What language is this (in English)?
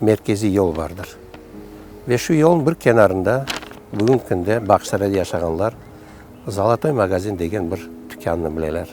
Crimean Tatar